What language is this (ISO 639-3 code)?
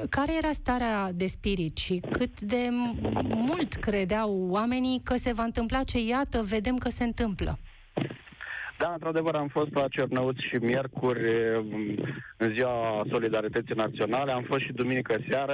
ron